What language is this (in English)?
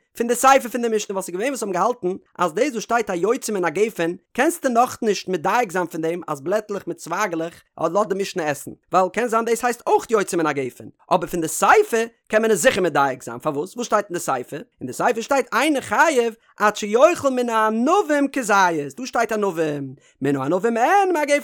Yiddish